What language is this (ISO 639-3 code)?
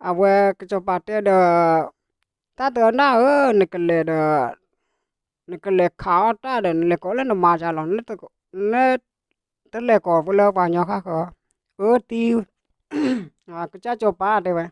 ksw